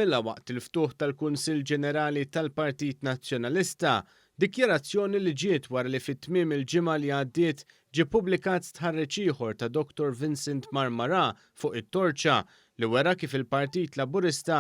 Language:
Maltese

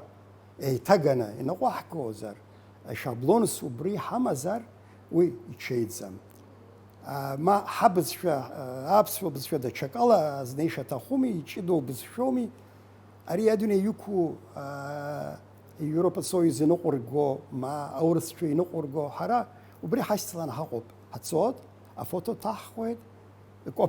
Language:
Abkhazian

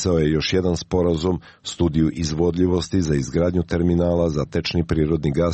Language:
Serbian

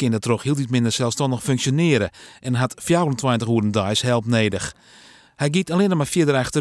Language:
Western Frisian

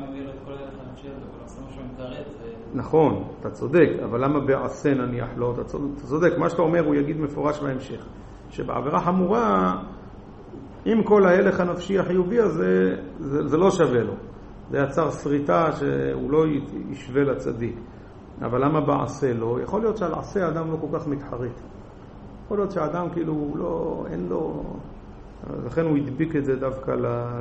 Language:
Hebrew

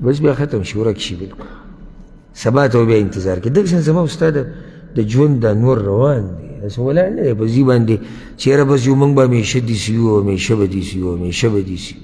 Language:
Pashto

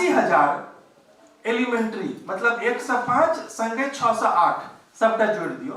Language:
Maithili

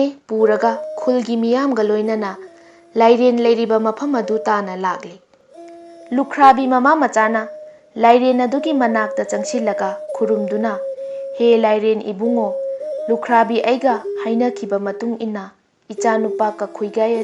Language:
Manipuri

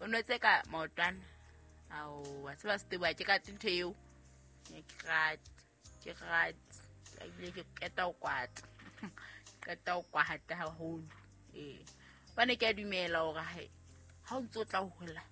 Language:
Southern Sotho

